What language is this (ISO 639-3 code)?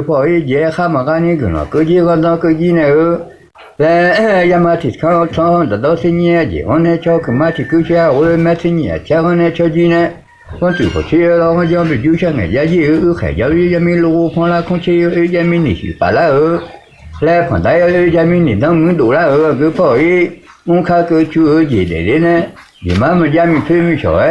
ahk